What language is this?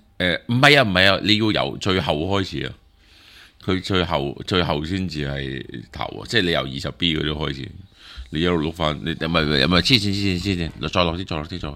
Cantonese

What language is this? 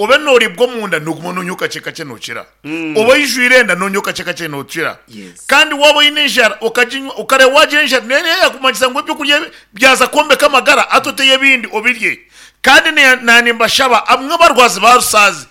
Nyankole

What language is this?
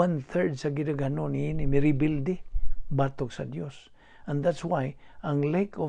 Cebuano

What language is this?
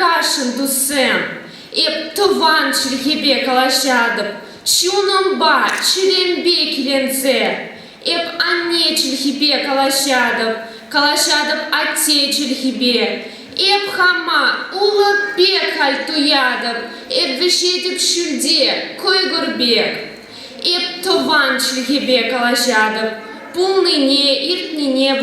Chuvash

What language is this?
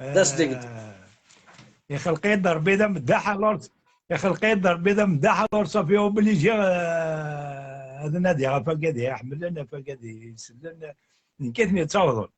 Kabyle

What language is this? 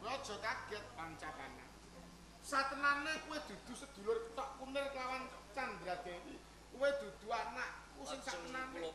Javanese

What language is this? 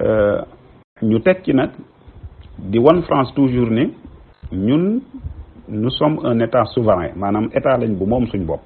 Wolof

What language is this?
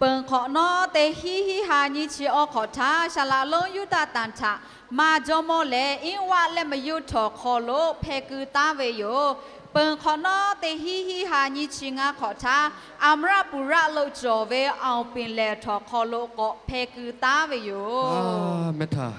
Lahu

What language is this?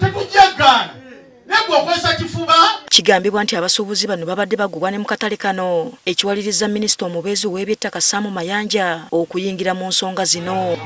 Ganda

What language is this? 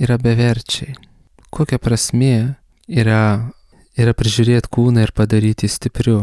Lithuanian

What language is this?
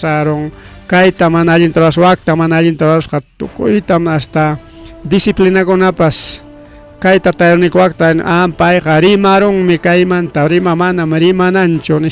Ayacucho Quechua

